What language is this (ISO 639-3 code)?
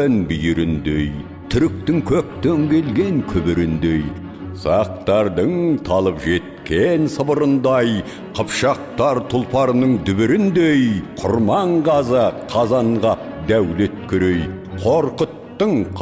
kaz